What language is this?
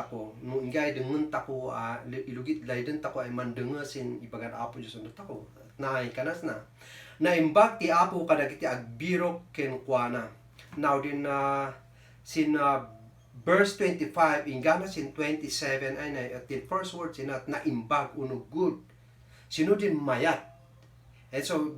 Kankanaey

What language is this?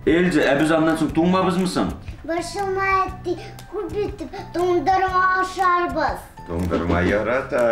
Tatar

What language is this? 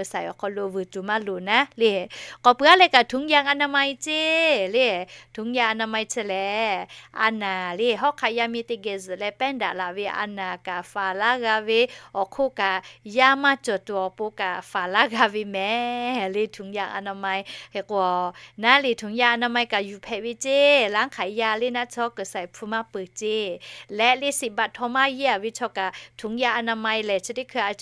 Lahu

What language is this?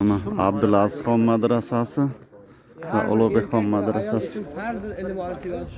Uzbek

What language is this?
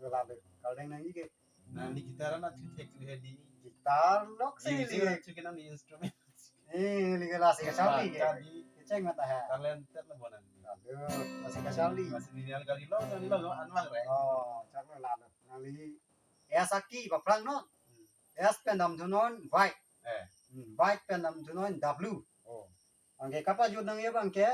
Karbi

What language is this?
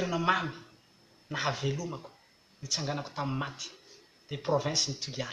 Malagasy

